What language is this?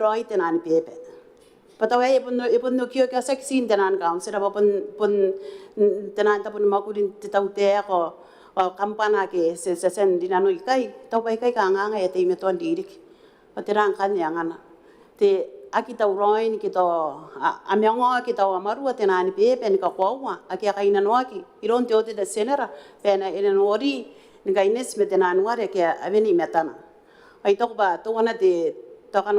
Gilbertese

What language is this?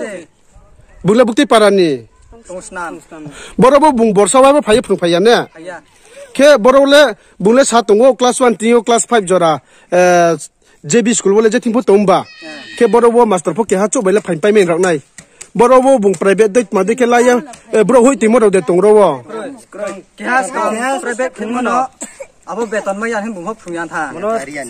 Riang (India)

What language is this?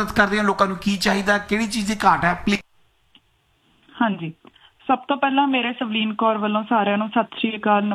Punjabi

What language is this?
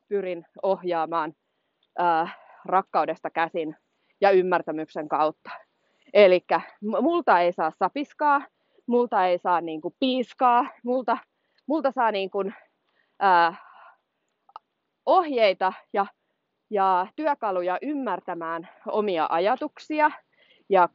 Finnish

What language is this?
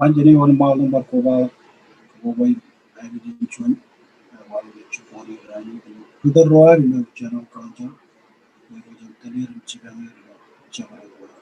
Marshallese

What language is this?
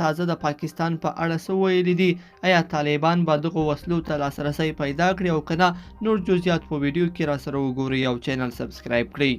Pashto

